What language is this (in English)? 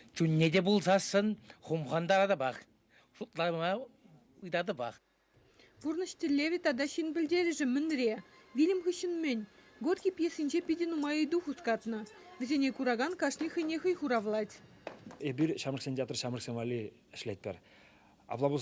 Chuvash